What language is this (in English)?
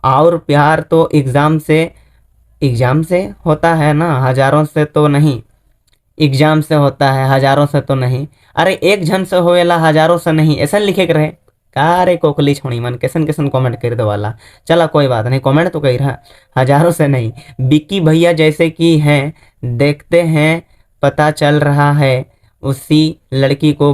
Sadri